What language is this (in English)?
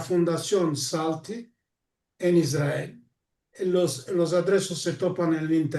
Ladino